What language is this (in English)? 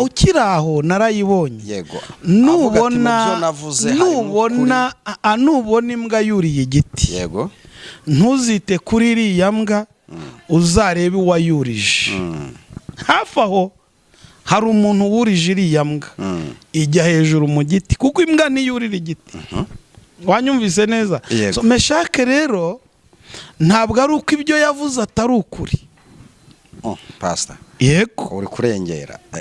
Kinyarwanda